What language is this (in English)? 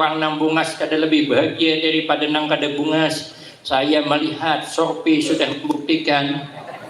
Banjar